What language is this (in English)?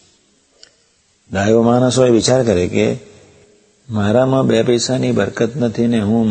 Gujarati